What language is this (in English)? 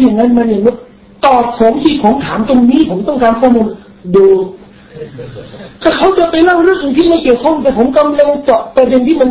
Thai